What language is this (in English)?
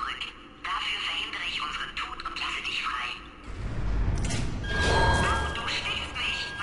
German